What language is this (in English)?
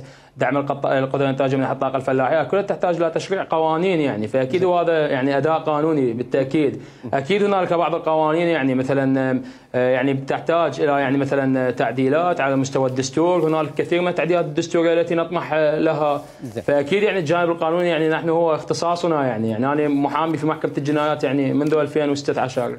Mesopotamian Arabic